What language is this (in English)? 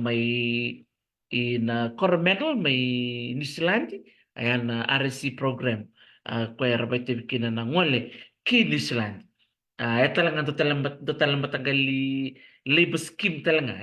Fijian